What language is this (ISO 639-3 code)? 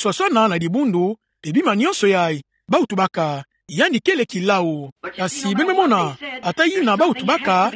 ktu